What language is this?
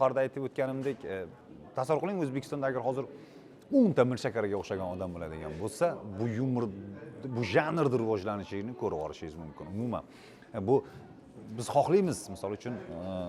Uzbek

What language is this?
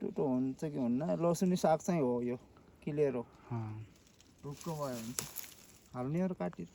Nepali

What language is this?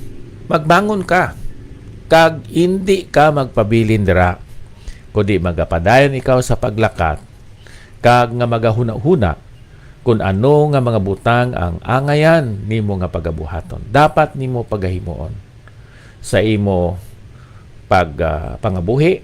Hiligaynon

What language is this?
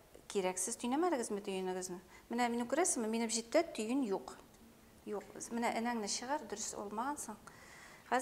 Bashkir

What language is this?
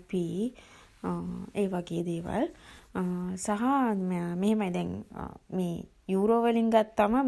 Sinhala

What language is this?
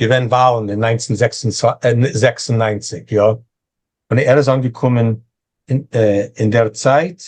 Yiddish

